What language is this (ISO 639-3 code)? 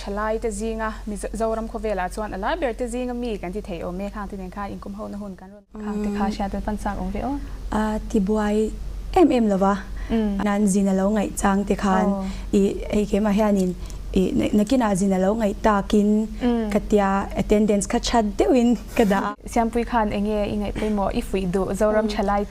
lus